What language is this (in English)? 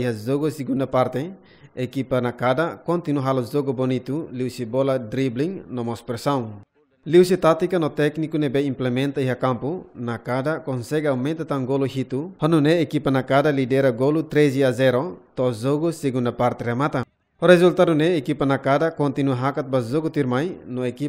Tetum